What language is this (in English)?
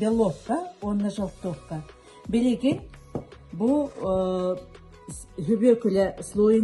Yakut